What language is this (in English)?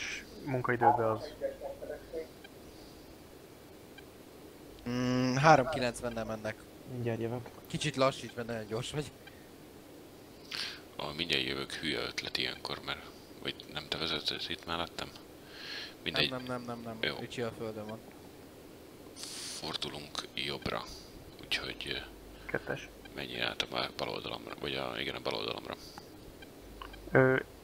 Hungarian